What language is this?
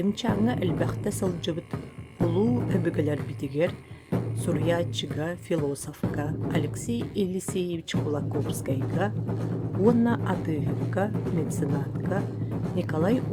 Yakut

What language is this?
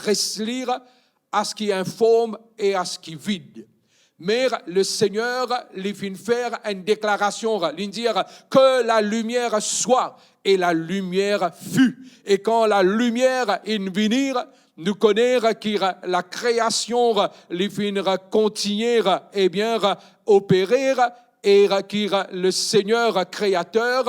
Morisyen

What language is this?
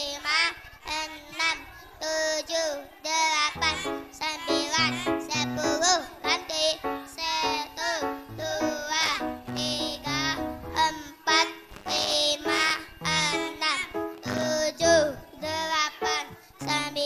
Indonesian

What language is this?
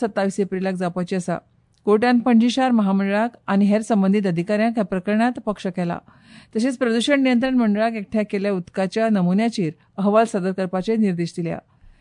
Konkani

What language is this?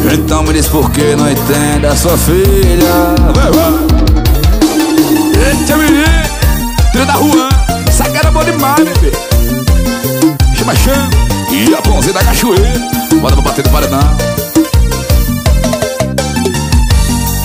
Portuguese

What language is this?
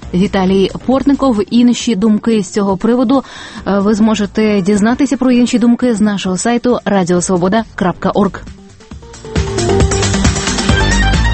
Ukrainian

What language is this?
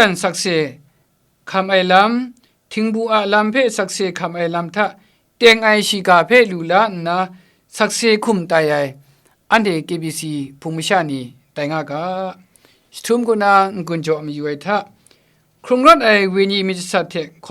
Kachin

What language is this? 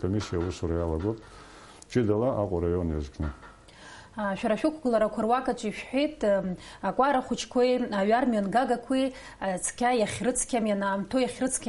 Abkhazian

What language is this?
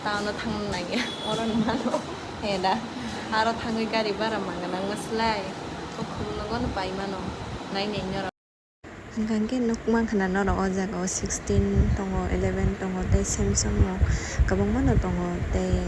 Kok Borok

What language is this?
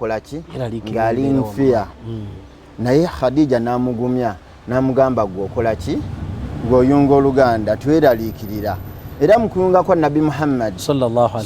Ganda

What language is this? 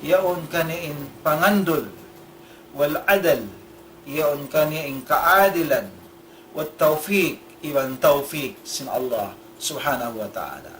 Tausug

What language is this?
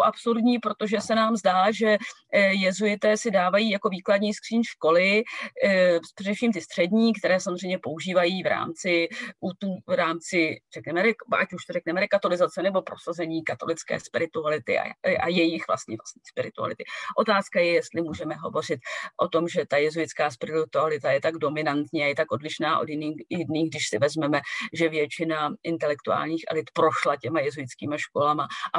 Czech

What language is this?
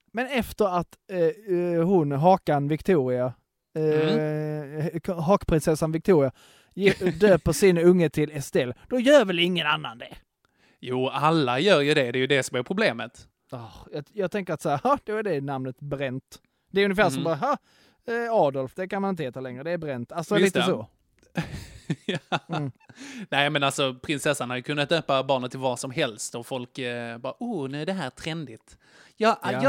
Swedish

